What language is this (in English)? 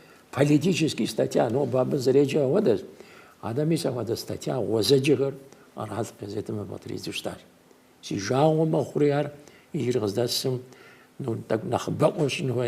Kabardian